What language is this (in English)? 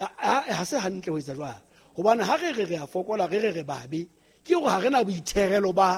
Southern Sotho